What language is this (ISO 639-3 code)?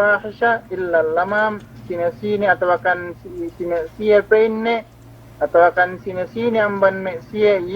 yka